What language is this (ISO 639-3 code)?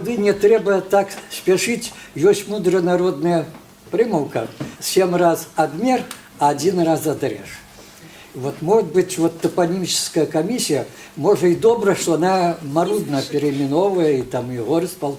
bel